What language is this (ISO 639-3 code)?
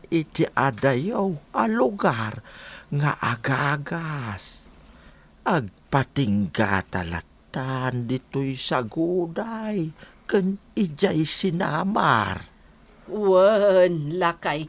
ilo